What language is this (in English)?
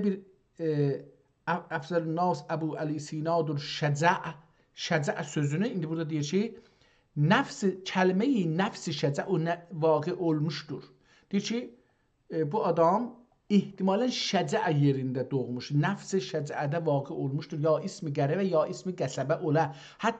South Azerbaijani